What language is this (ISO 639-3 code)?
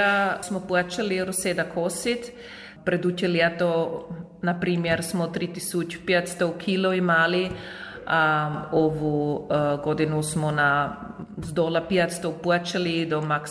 hrv